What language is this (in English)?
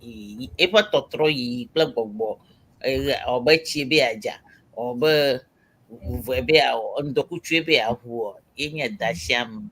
Ewe